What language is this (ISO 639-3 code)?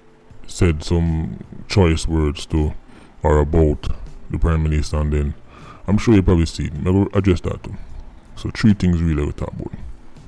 jam